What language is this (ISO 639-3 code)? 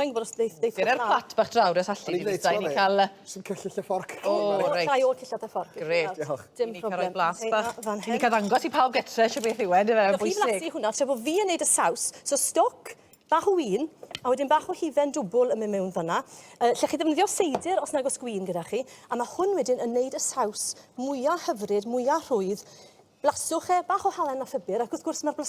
cym